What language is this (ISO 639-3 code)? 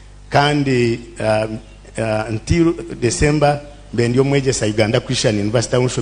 nyn